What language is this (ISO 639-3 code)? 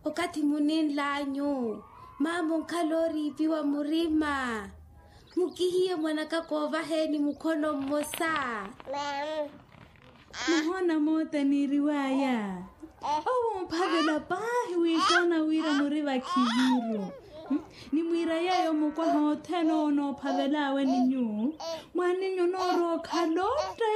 vmw